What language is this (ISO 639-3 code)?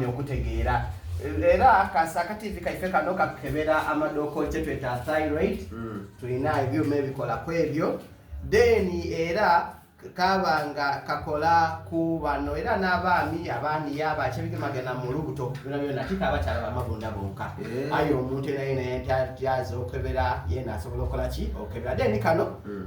xog